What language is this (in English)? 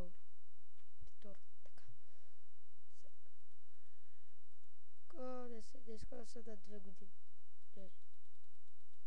Bulgarian